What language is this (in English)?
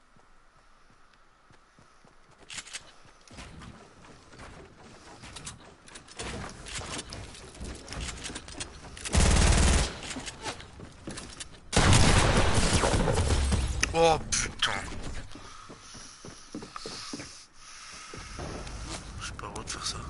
French